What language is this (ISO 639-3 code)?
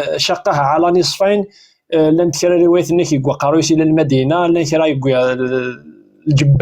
kab